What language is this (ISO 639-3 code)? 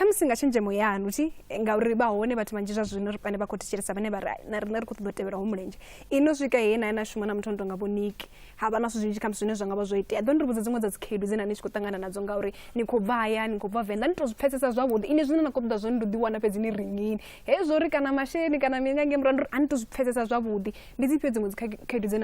ven